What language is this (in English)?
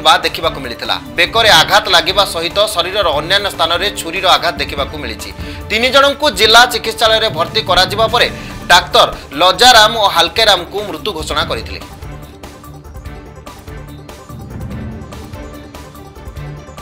Odia